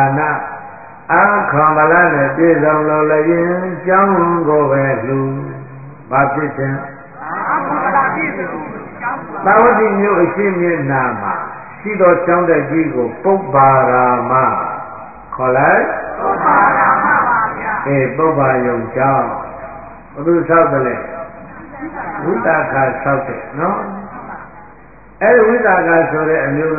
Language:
Burmese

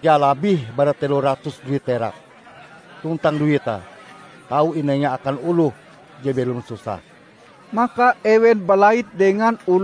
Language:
Ngaju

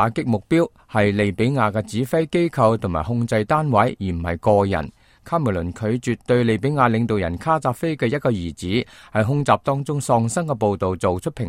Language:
Cantonese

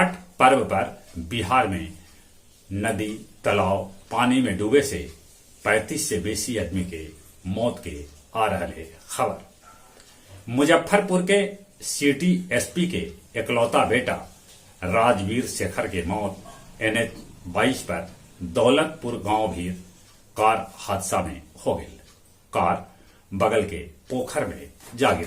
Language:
Magahi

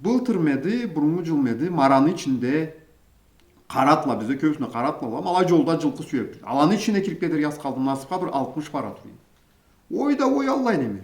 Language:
Karachay-Balkar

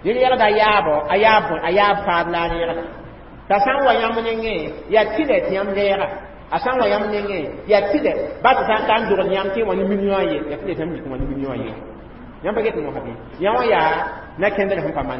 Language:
Mossi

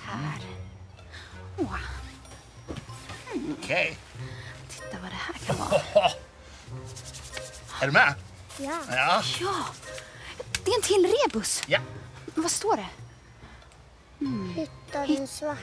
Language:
Swedish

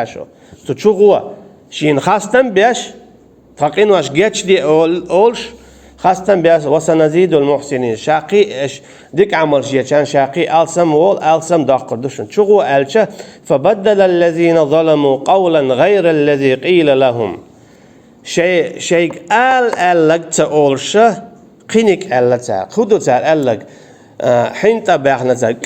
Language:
Chechen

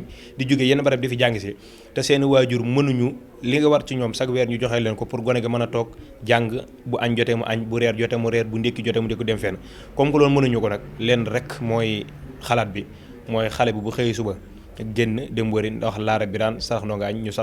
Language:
Wolof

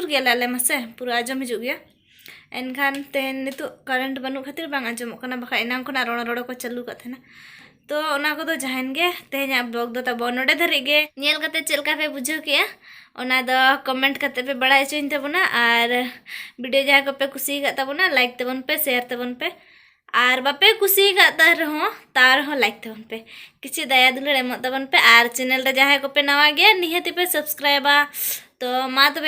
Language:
Santali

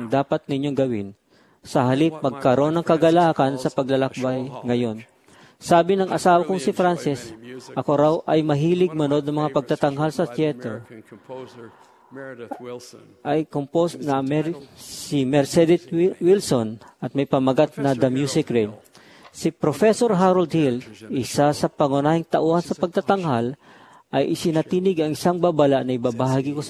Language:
Filipino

